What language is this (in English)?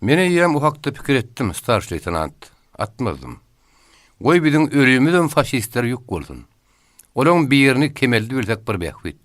Turkmen